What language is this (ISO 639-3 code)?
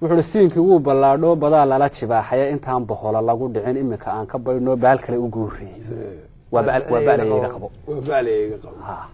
som